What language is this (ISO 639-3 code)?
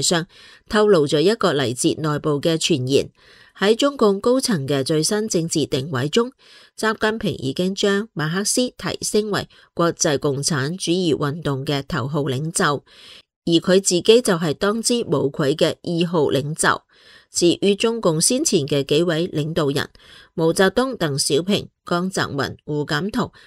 yue